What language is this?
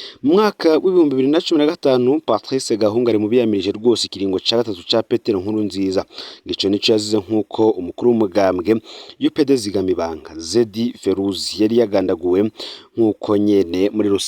Rundi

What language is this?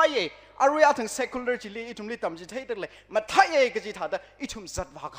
Tangkhul Naga (India)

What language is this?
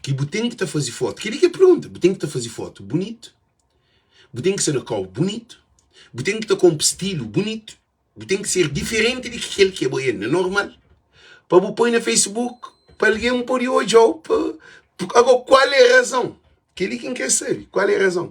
Kabuverdianu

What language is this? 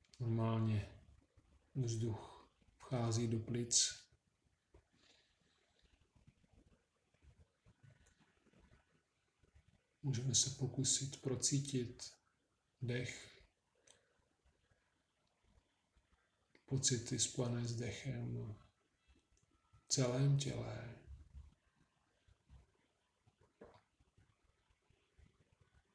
Czech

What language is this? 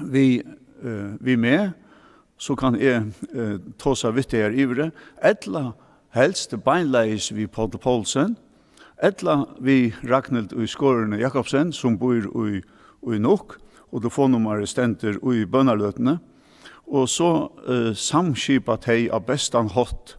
Faroese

